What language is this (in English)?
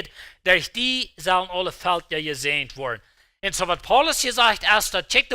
Plautdietsch